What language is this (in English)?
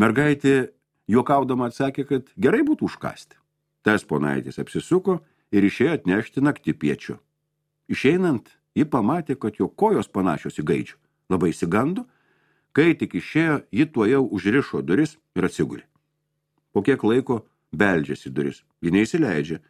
Lithuanian